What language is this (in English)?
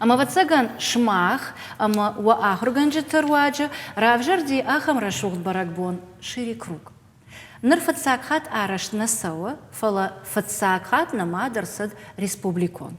Ossetic